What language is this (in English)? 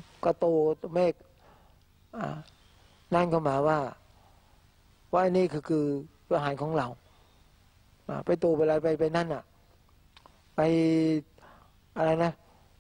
Thai